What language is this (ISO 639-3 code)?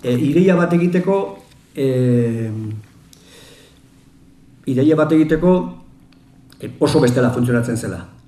eus